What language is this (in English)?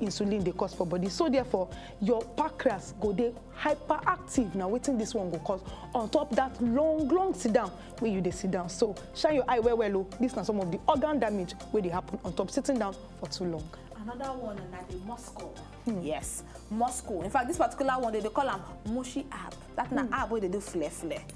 Nigerian Pidgin